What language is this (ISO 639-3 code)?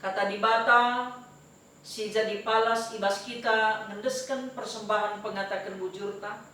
btx